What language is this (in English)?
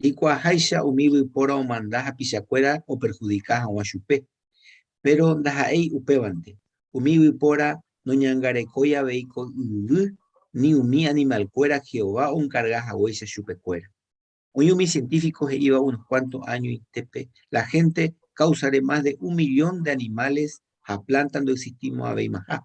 Guarani